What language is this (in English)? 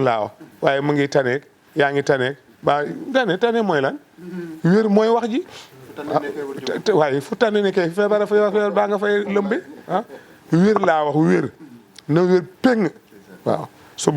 Wolof